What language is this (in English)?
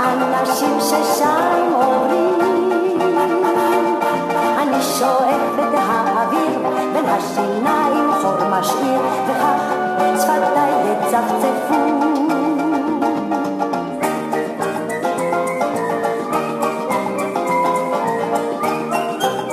Hebrew